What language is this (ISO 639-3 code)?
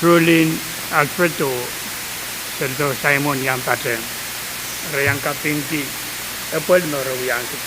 pon